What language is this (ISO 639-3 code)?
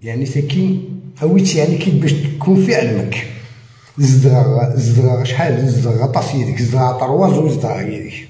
arq